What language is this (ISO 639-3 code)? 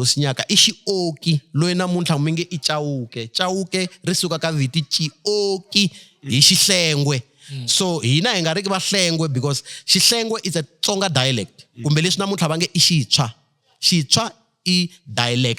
tso